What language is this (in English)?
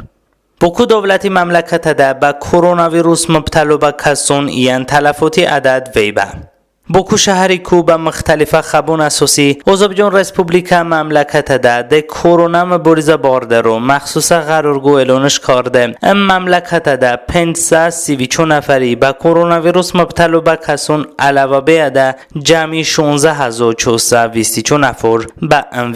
Talysh